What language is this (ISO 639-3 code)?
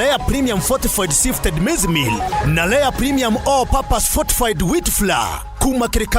mer